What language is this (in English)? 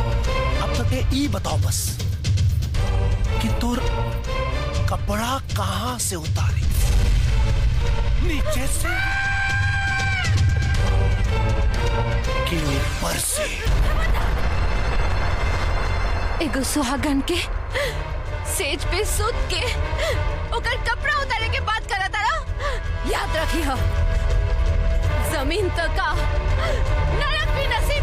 Bhojpuri